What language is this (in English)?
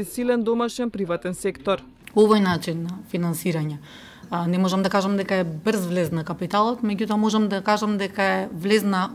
Macedonian